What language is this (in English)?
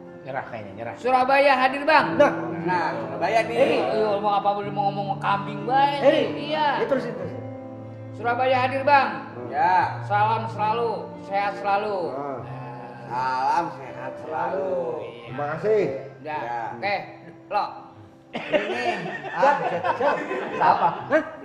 Betawi